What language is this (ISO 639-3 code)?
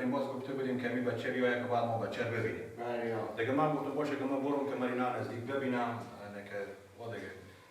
fas